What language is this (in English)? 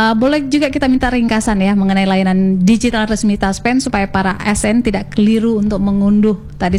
Indonesian